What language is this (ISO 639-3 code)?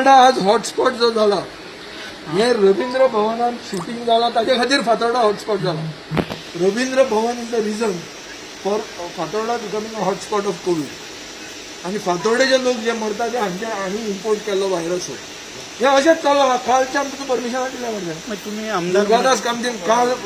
kok